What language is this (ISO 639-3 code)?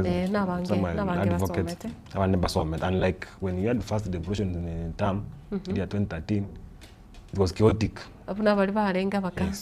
guz